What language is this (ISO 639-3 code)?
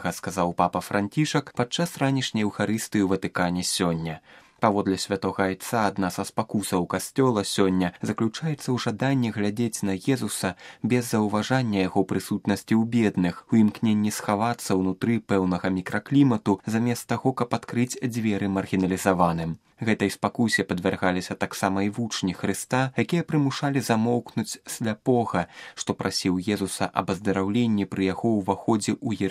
bel